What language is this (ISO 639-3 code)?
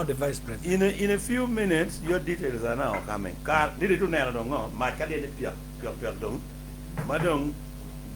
ach